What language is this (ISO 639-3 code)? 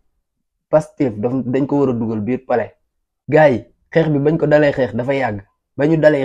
wol